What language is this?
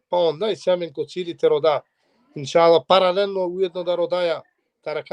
Balkan Romani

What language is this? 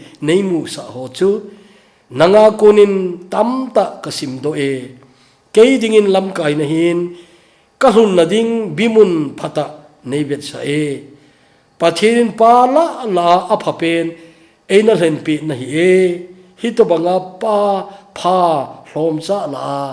Thado Chin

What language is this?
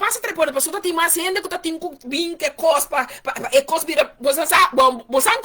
Papiamento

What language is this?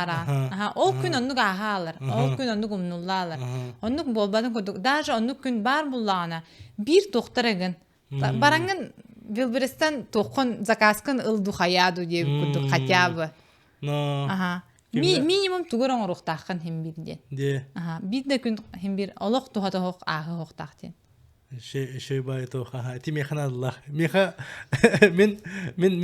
Yakut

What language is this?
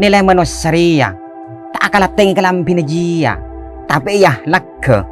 Madurese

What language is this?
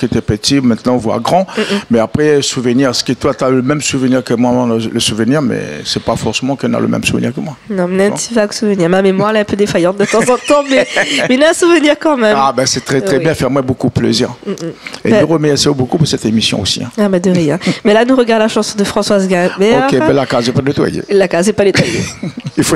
Réunion Creole French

